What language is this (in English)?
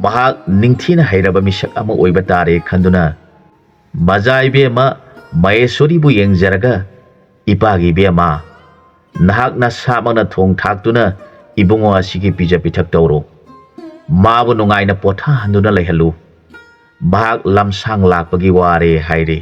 Manipuri